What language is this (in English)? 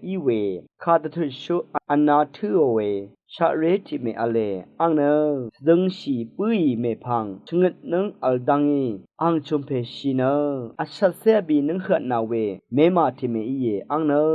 Rawang